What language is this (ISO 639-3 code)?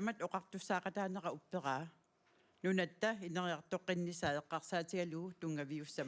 kal